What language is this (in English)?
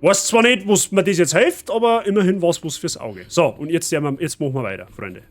Bavarian